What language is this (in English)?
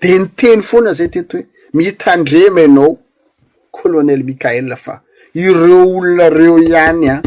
Malagasy